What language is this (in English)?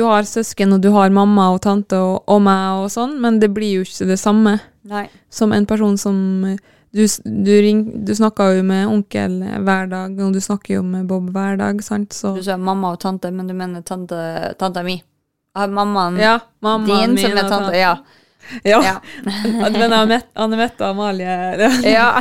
Norwegian